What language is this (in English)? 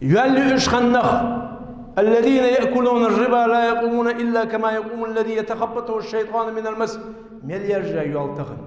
Ingush